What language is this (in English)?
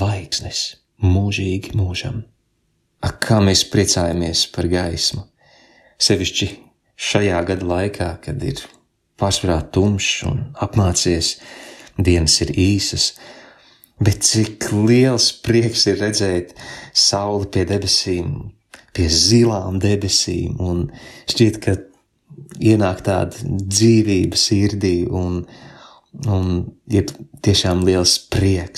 Latvian